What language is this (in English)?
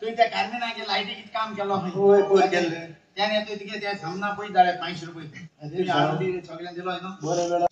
Konkani